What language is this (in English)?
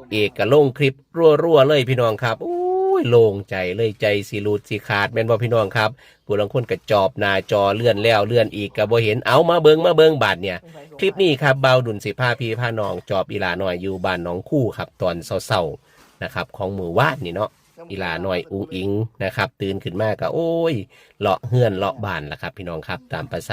Northeastern Thai